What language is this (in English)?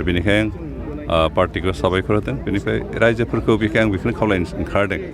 Bodo